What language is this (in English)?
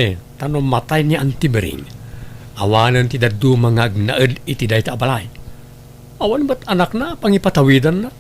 Iloko